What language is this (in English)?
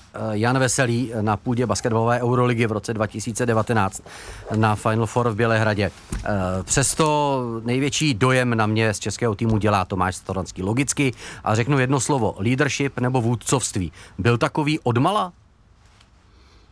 Czech